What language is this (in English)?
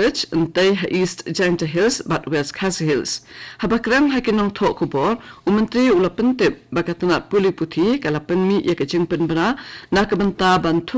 Khasi